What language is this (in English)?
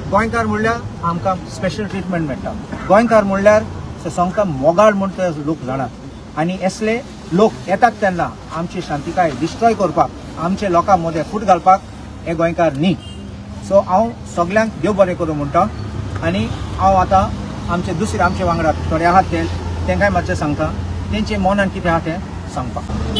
Konkani